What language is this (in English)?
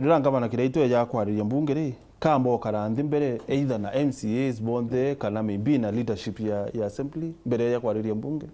Meru